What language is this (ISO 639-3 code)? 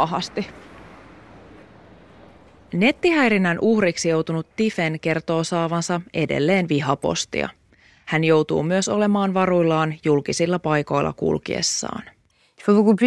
fin